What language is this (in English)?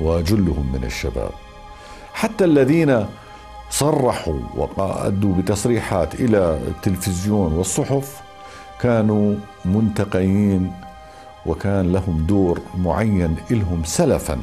North Levantine Arabic